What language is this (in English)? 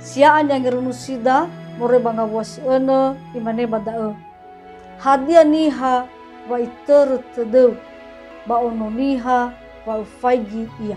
Nias